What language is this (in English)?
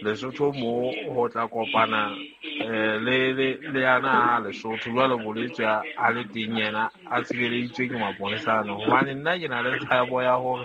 Southern Sotho